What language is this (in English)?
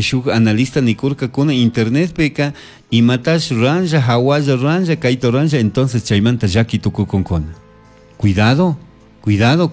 Chimborazo Highland Quichua